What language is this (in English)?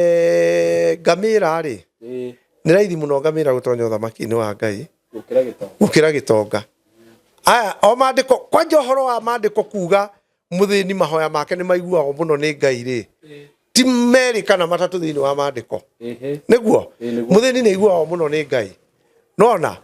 Kikuyu